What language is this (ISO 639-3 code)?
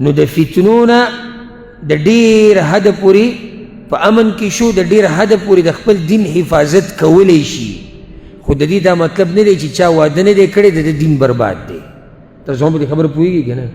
pus